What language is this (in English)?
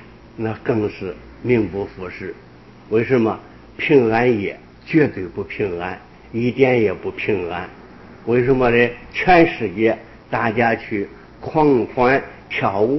Chinese